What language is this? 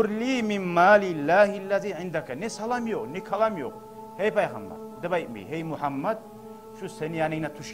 Kumyk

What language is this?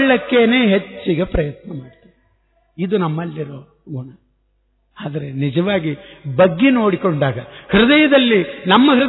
Kannada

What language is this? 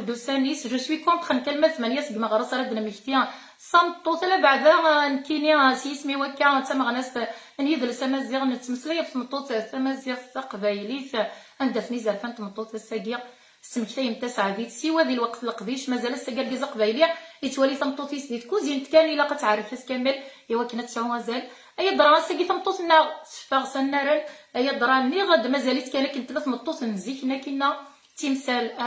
Kabyle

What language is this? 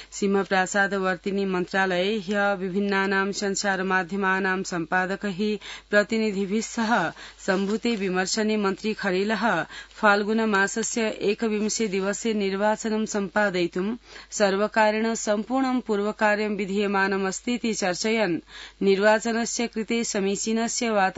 Sanskrit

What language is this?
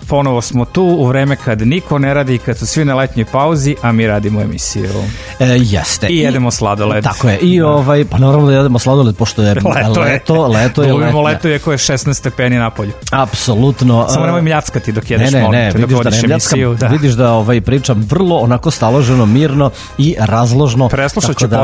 Serbian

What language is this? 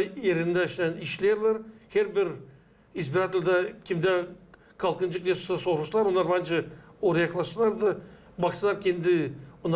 Gagauz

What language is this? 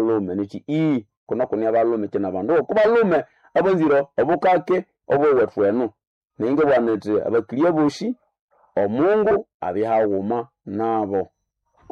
Nande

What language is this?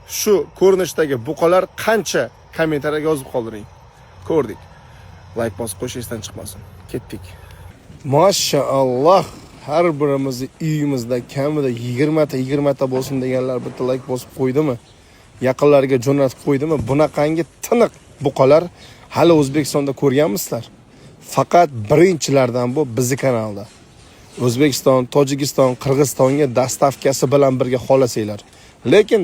Uzbek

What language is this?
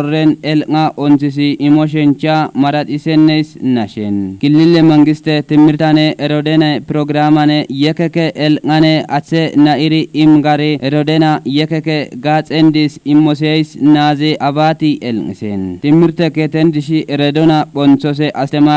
Kafa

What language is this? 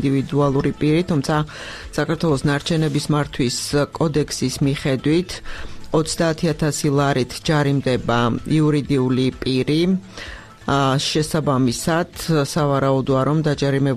Georgian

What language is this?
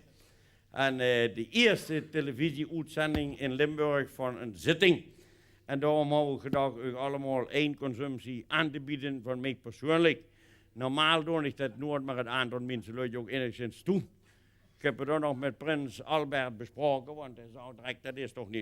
Limburgish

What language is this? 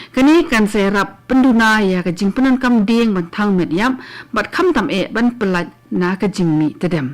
Khasi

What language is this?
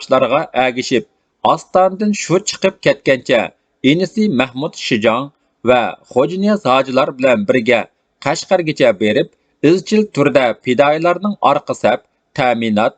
Uyghur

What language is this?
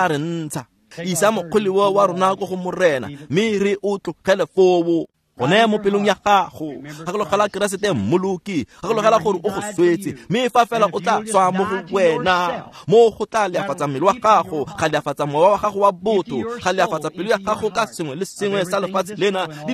Tswana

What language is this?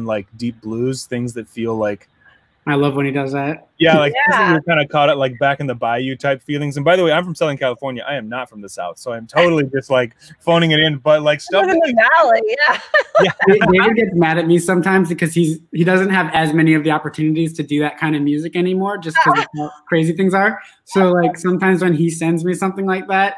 English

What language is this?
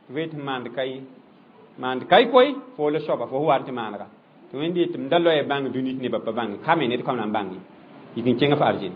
Mossi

